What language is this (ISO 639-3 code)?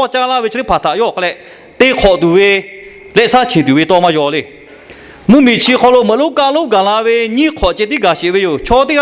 lhu